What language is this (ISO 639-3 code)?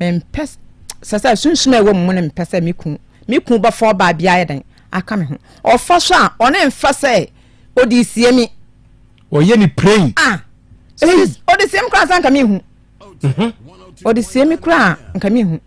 aka